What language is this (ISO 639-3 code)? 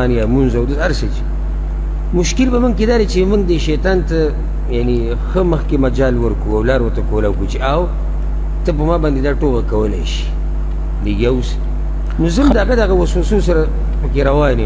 pus